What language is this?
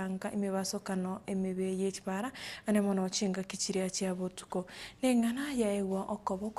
Gusii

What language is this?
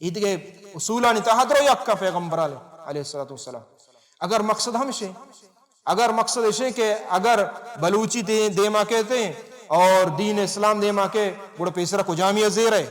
Baluchi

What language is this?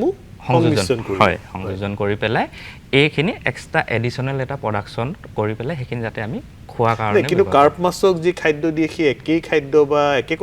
Assamese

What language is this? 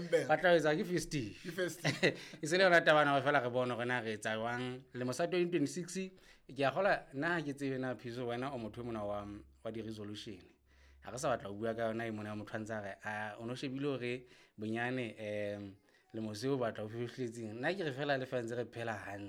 Southern Sotho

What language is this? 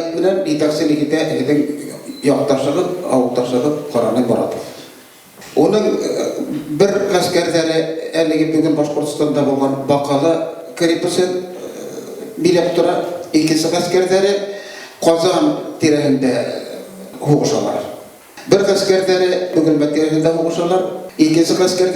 Bashkir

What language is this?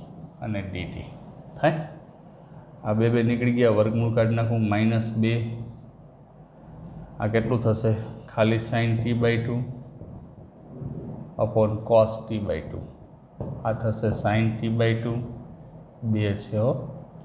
Gujarati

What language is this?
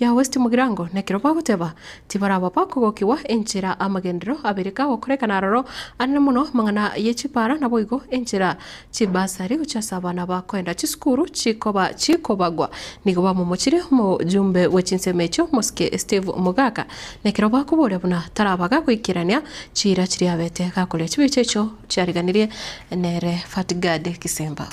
Gusii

